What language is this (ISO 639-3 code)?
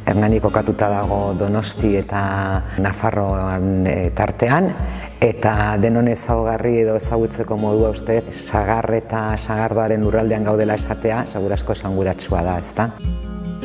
eus